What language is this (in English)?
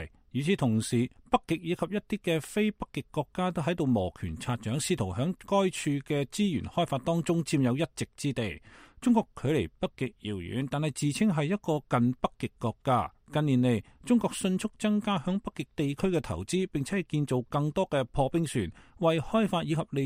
Cantonese